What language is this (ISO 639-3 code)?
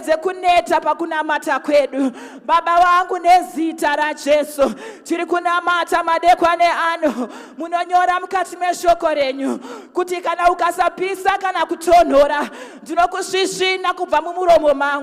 sna